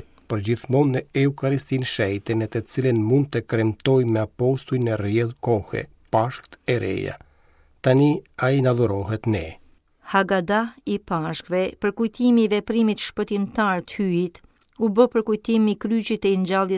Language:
Albanian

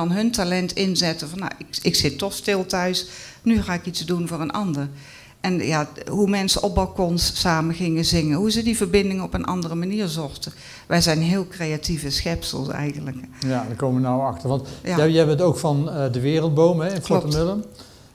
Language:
Dutch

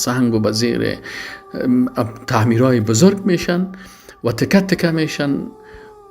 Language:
Tajik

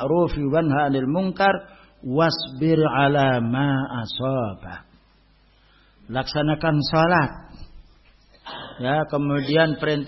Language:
Indonesian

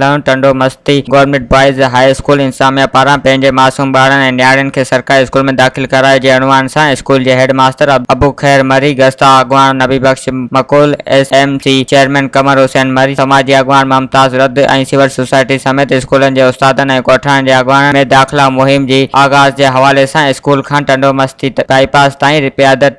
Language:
Sindhi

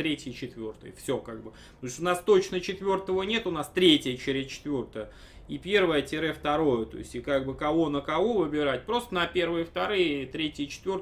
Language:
Russian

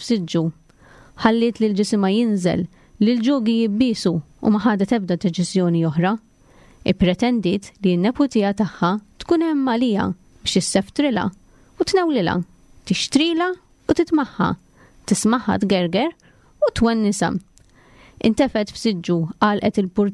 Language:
Maltese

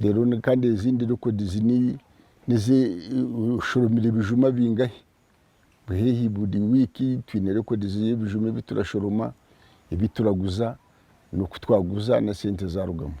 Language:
Nyankole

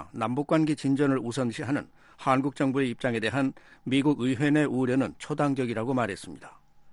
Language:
Korean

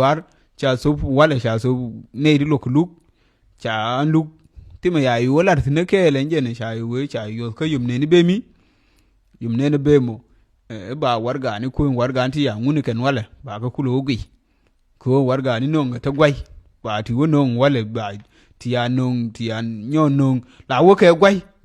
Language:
Nuer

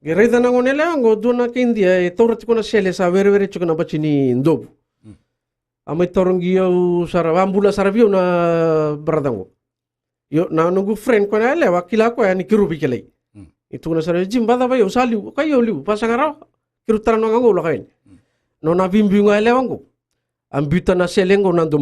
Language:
Fijian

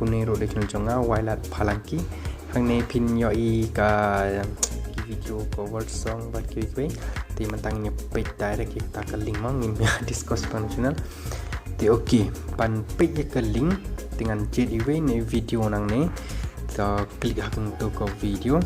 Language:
Khasi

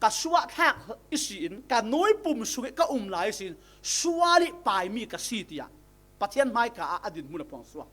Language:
Falam Chin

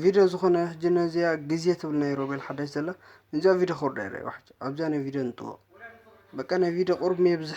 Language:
Tigrinya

